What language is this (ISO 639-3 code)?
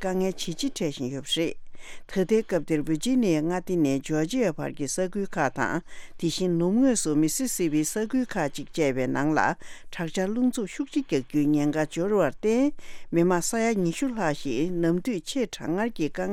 bod